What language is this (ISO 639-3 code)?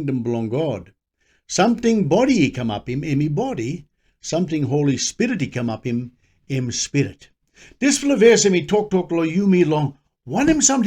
tpi